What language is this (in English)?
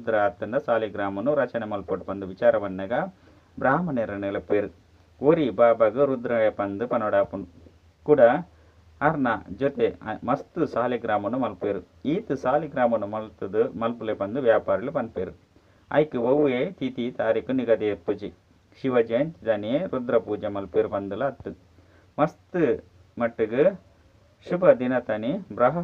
Tulu